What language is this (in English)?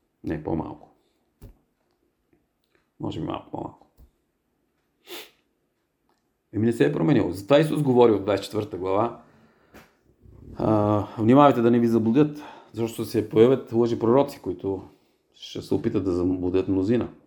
Bulgarian